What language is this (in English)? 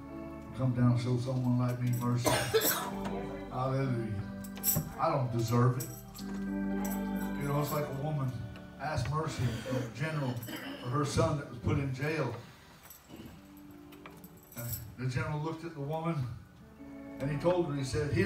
English